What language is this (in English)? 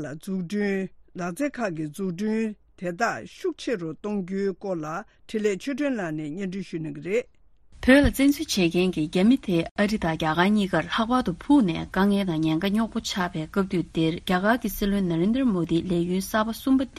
Tibetan